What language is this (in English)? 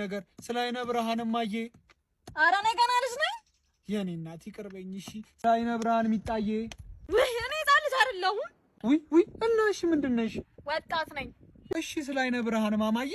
Amharic